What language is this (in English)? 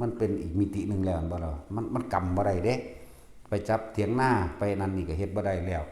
Lao